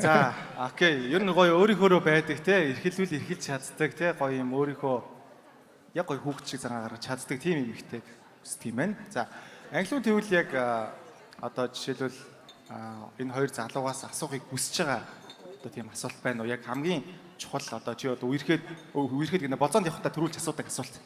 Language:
Mongolian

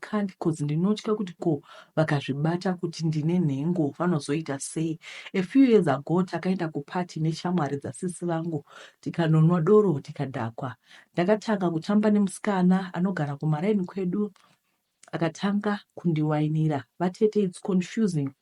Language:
Shona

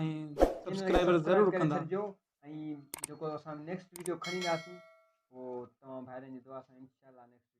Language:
Sindhi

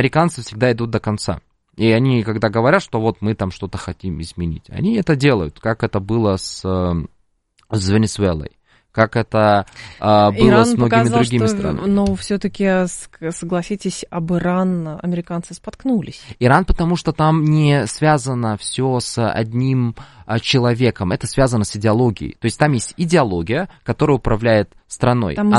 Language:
Russian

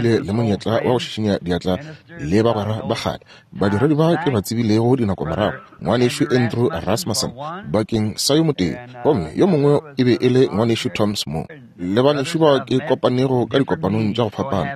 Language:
Northern Sotho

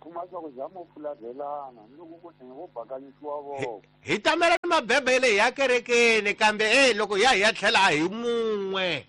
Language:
Tsonga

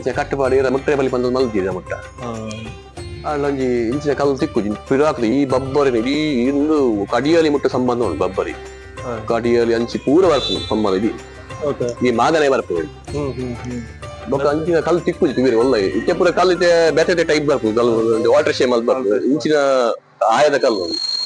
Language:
Tulu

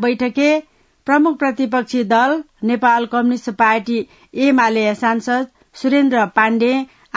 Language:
Newari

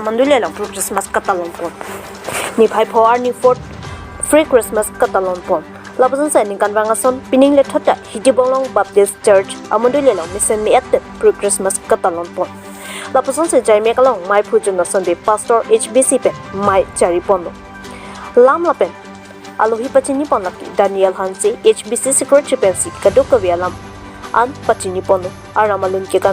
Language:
Karbi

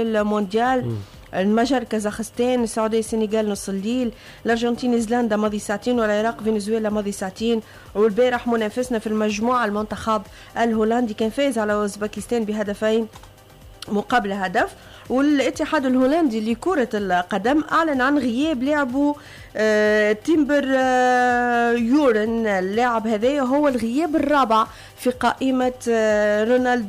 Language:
Tunisian Arabic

